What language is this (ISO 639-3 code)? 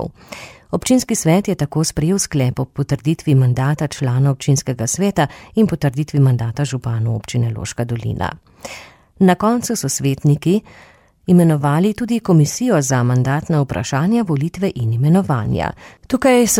slv